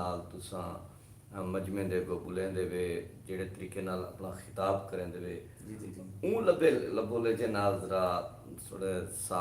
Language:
Saraiki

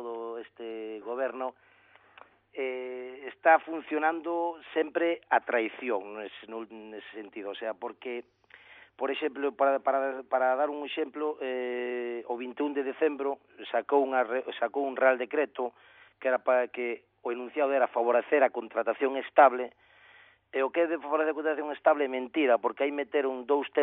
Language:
Galician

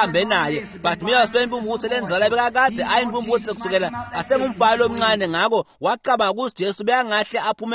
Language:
Swati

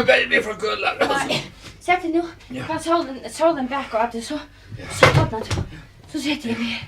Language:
Faroese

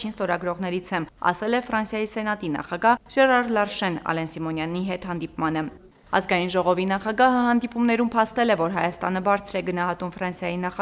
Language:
Armenian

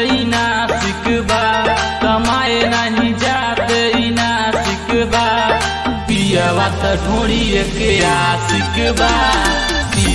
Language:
Bhojpuri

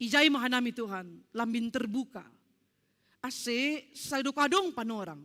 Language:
Batak Simalungun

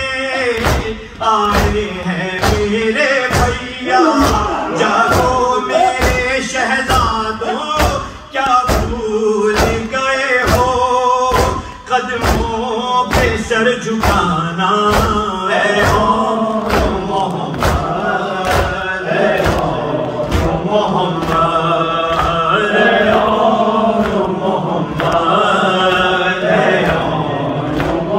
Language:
Urdu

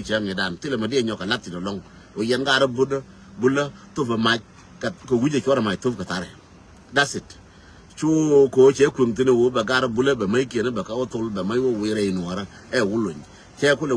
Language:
Nuer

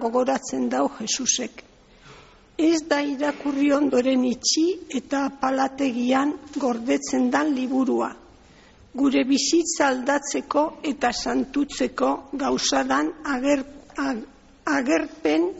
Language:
Basque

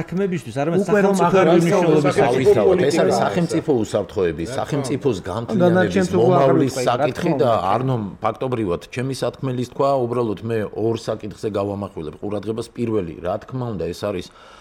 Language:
Georgian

